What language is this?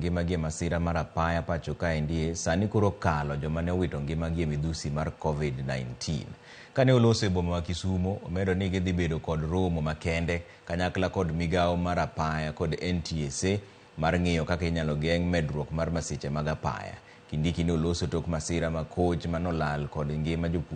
Luo (Kenya and Tanzania)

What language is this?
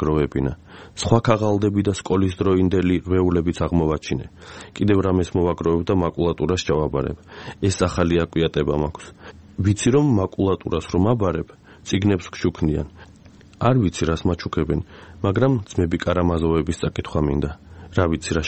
Georgian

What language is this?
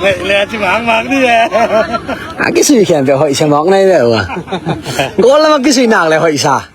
Tedim Chin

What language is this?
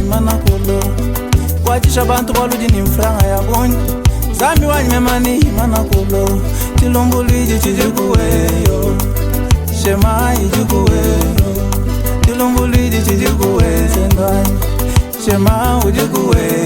Luba-Lulua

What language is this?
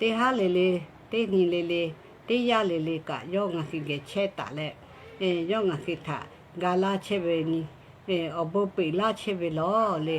Lahu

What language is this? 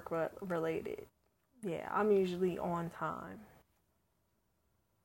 English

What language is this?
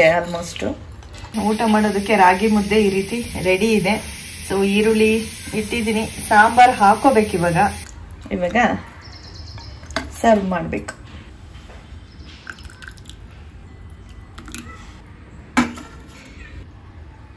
Kannada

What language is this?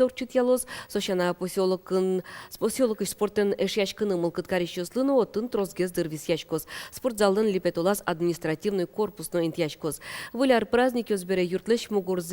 Udmurt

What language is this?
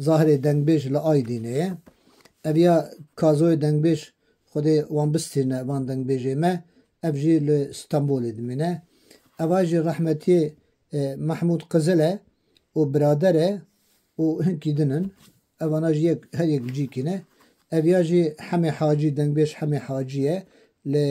Kurdish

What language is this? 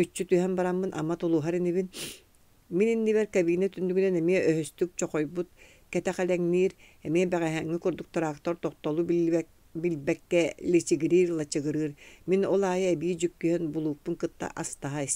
Yakut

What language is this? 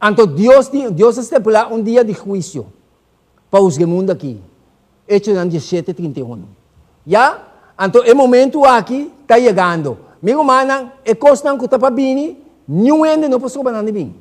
Papiamento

